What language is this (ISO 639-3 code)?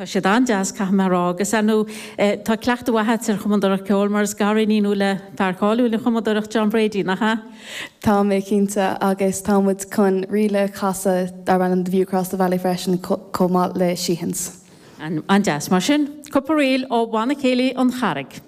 gle